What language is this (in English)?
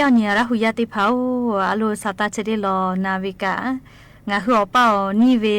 Lahu